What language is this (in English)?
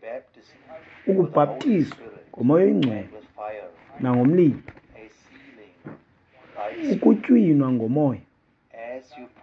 Xhosa